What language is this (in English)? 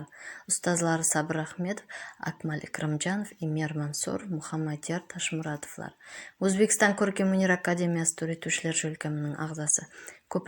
Kara-Kalpak